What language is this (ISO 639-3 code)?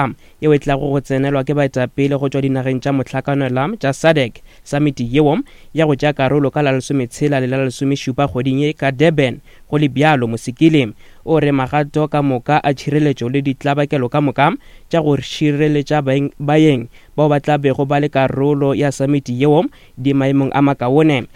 nso